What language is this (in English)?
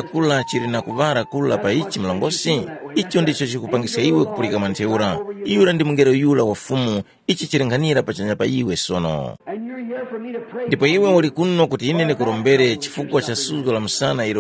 Tumbuka